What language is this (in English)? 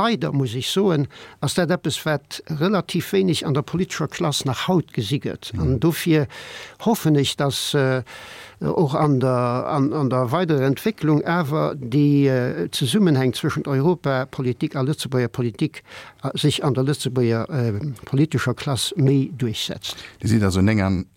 Luxembourgish